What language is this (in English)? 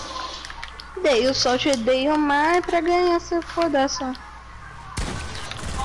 Portuguese